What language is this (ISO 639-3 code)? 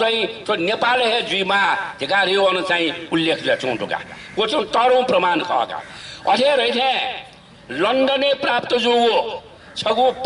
new